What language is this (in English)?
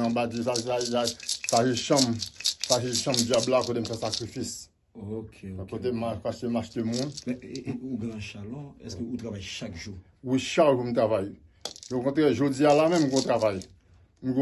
Haitian Creole